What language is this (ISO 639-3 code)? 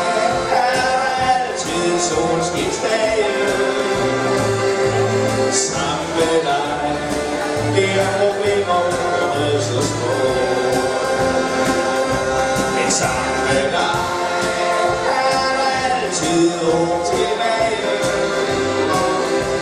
dan